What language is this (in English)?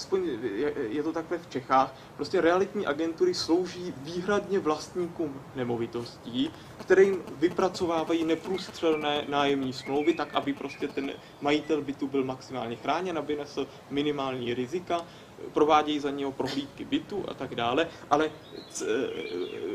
Czech